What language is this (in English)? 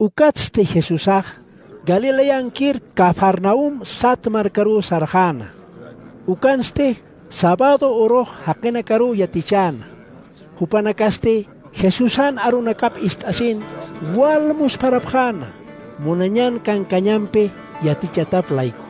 Aymara